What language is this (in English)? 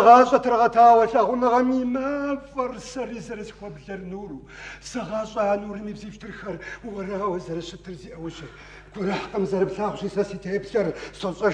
Kabardian